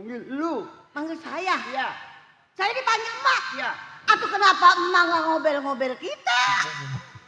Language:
Betawi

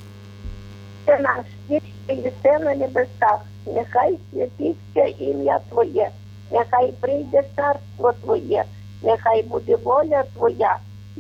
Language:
Ukrainian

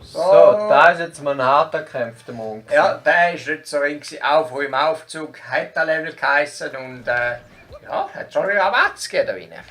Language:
Swiss German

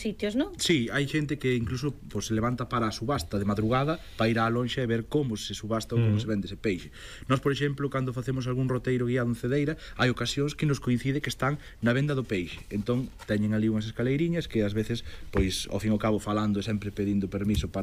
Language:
Galician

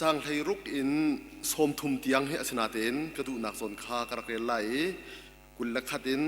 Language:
Hakha Chin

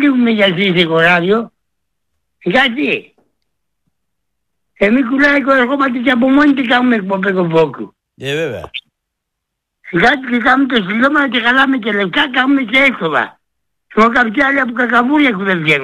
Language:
Greek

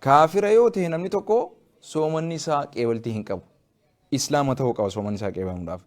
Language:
Oromo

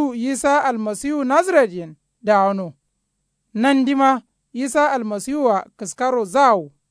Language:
Kanuri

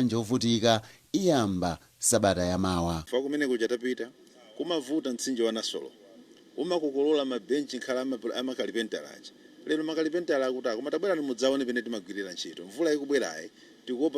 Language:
Nyanja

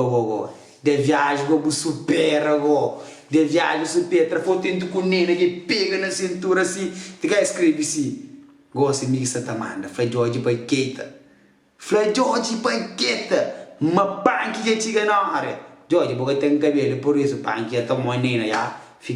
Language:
Kabuverdianu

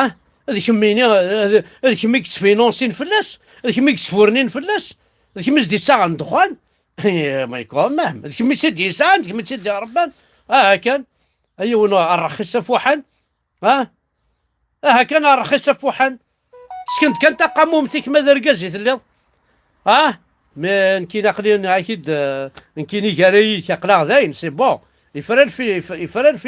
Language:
Kabyle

